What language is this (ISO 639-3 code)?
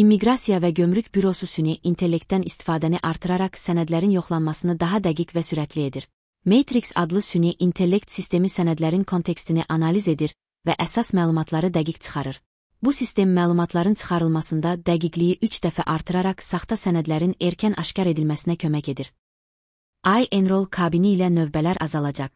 aze